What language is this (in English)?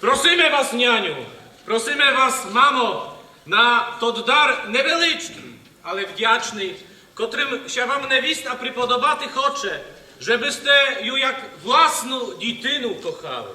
Rusyn